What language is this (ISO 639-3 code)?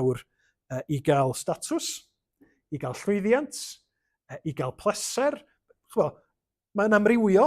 cym